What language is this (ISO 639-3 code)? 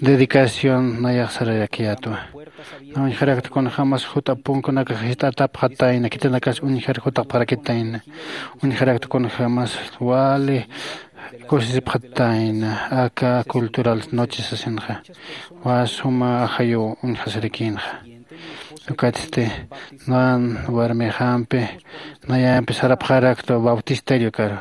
aym